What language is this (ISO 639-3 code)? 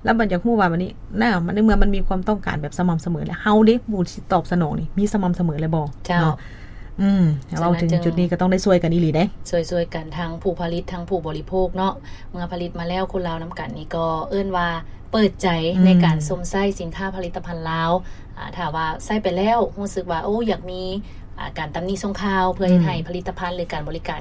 lao